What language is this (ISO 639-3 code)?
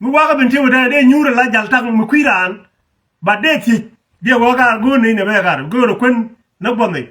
nus